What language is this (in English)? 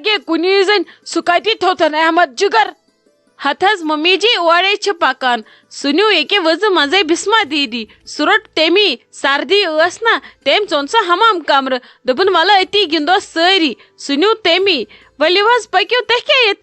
Kashmiri